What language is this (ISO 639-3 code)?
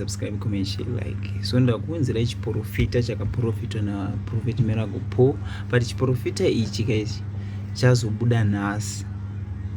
sna